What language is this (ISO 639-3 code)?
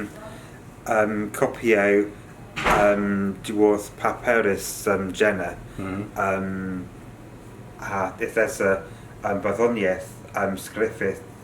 cor